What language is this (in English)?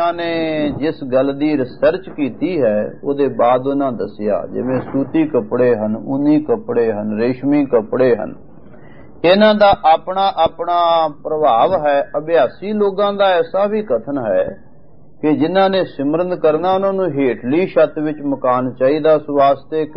Punjabi